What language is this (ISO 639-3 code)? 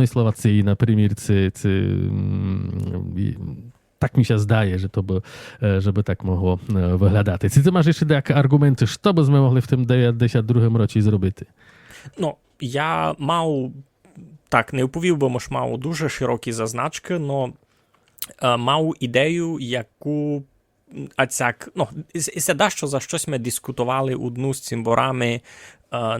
rue